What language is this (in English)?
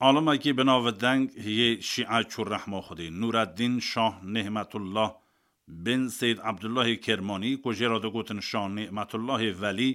Kurdish